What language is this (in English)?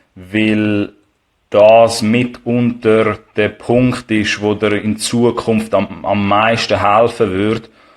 Swiss German